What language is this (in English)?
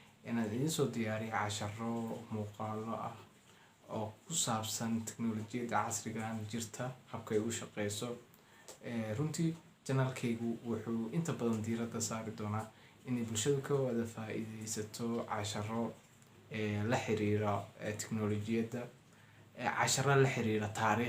Somali